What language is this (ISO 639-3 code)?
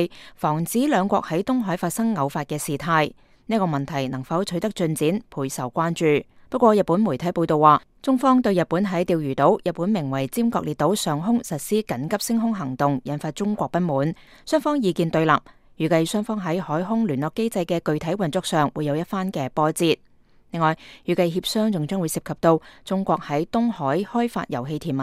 yue